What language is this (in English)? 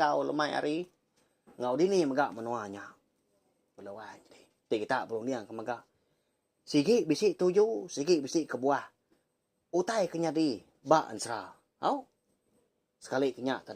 Iban